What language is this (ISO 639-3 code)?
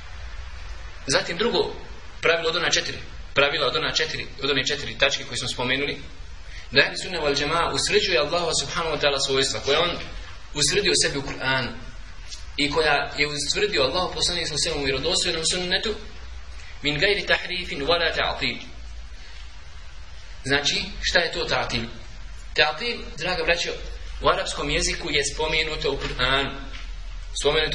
bos